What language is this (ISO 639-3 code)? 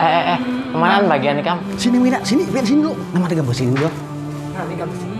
bjn